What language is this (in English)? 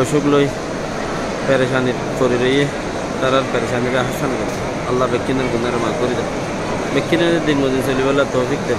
Rohingya